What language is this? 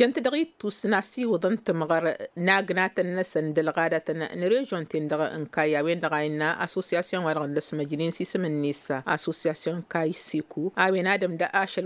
Tamasheq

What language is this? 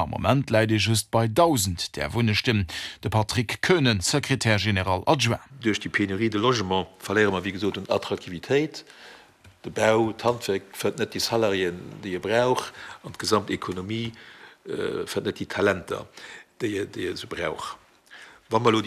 Luxembourgish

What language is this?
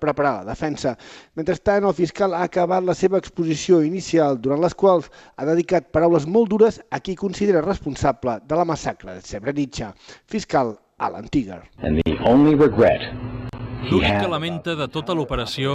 Catalan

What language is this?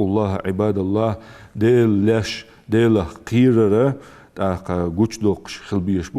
Ingush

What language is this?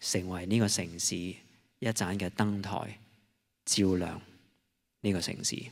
Cantonese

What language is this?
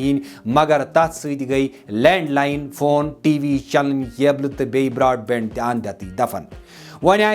Kashmiri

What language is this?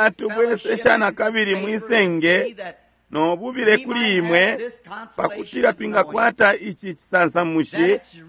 Bemba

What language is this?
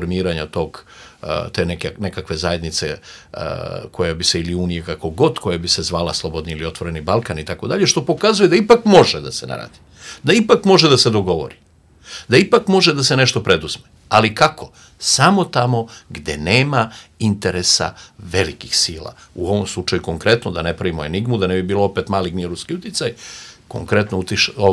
Serbian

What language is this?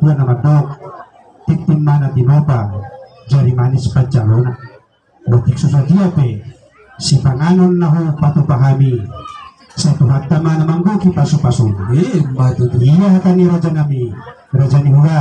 Batak Toba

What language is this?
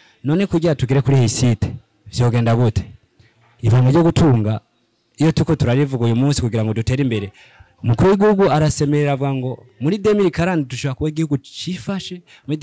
Rundi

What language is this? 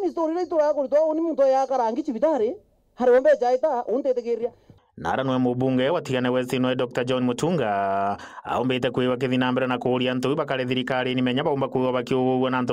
Meru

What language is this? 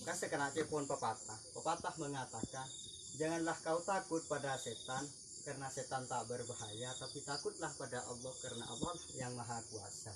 Madurese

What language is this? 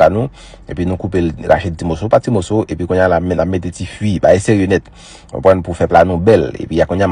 Haitian Creole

